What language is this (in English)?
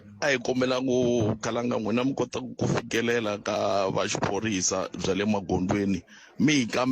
Tsonga